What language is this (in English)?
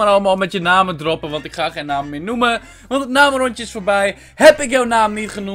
Dutch